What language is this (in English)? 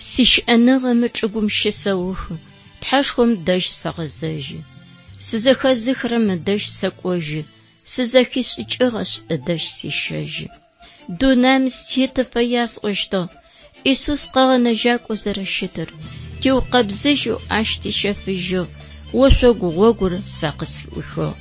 Adyghe